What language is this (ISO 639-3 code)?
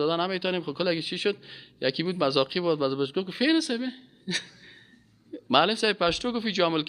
fas